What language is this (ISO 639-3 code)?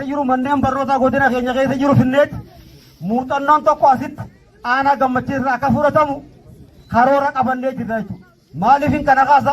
orm